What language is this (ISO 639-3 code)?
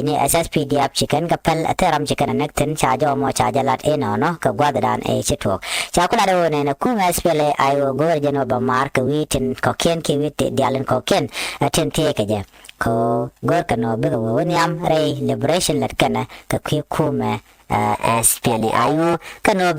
nus